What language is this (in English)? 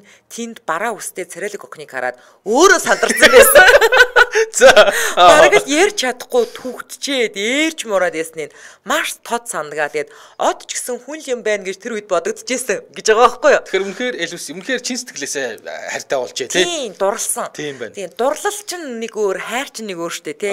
Mongolian